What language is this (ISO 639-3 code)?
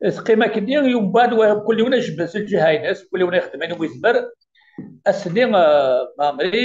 kab